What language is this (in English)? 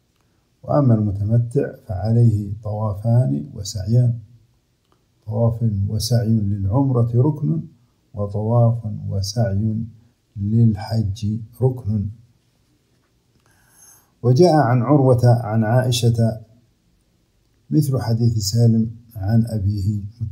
Arabic